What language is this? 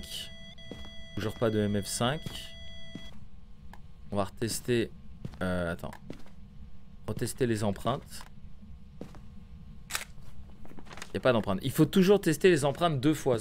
French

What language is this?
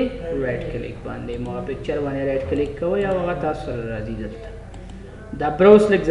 Pashto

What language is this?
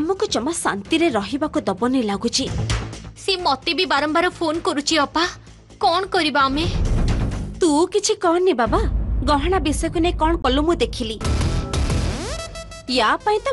Odia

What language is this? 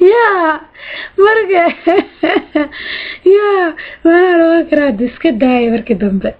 Somali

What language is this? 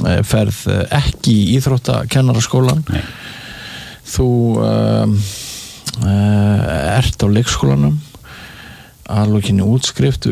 Icelandic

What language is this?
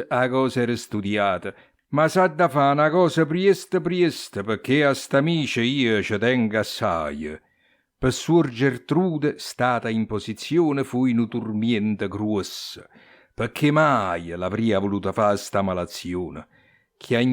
Neapolitan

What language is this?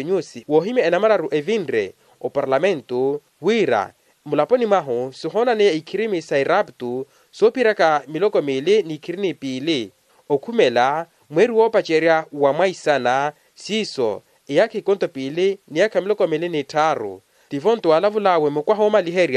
Makhuwa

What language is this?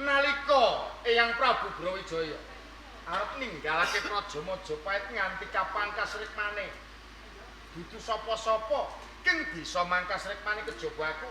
Javanese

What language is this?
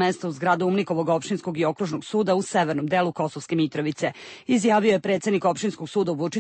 Serbian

